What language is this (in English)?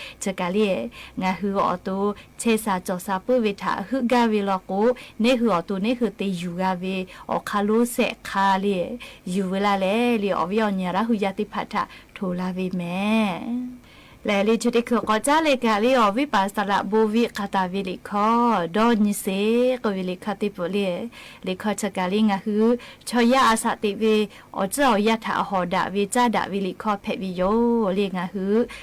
Lahu